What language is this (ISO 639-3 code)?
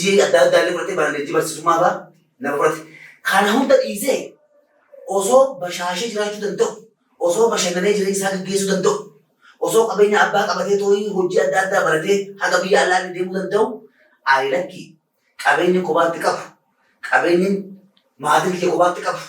orm